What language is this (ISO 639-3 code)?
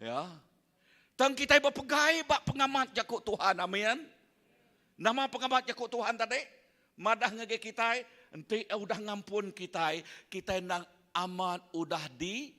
iba